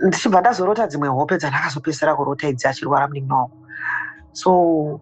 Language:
Shona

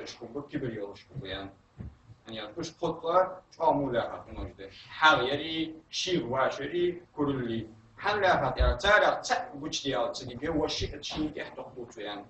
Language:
Ingush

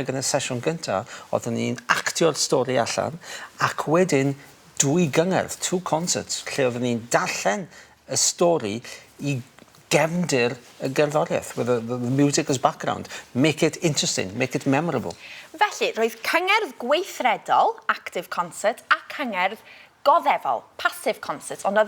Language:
Welsh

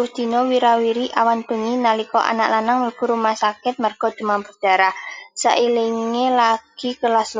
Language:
Javanese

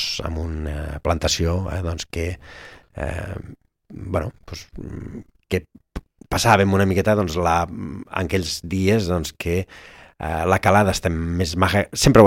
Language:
Catalan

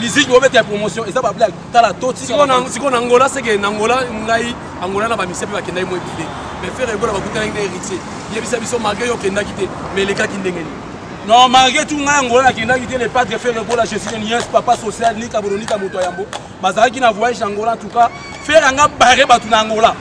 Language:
Lingala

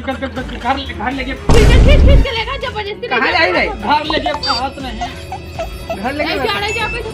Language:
Chhattisgarhi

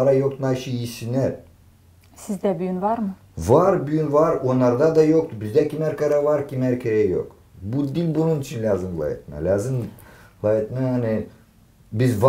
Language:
Gagauz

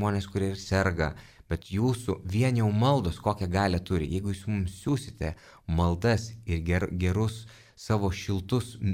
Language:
Lithuanian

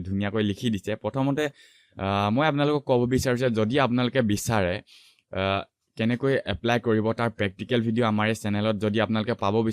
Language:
Assamese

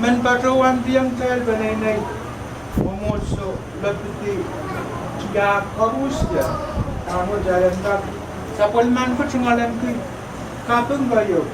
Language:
Pohnpeian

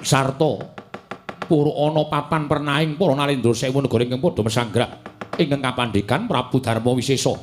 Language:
Javanese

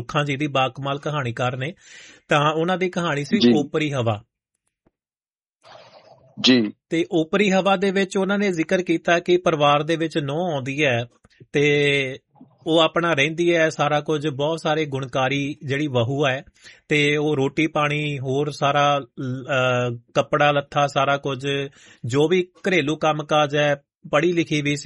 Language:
Punjabi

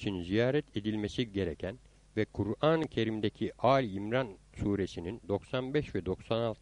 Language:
Turkish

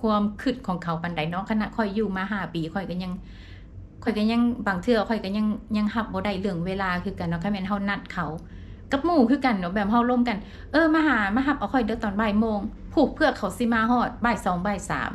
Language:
Lao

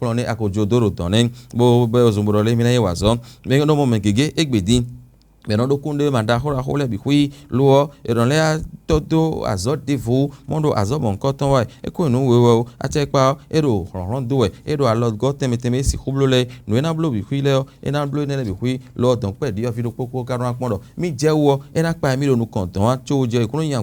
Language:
Fon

